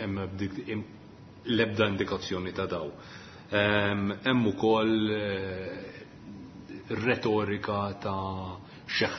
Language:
Maltese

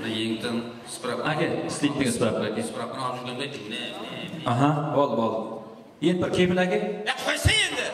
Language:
Kara-Kalpak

